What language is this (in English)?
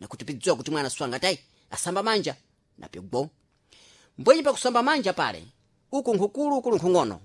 Sena